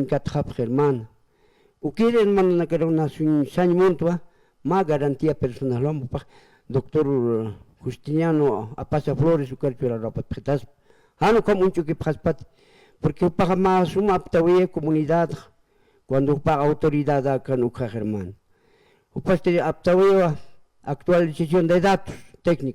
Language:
Aymara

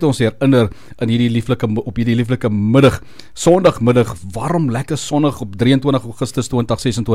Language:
Afrikaans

